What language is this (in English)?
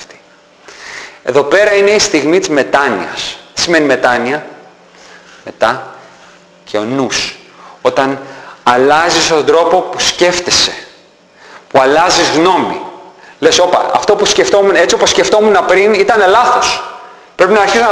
Greek